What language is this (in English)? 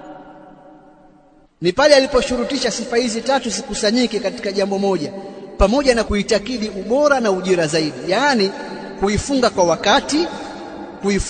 Swahili